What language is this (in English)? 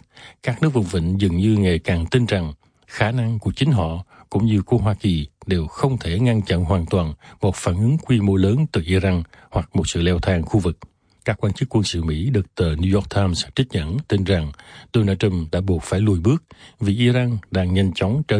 Vietnamese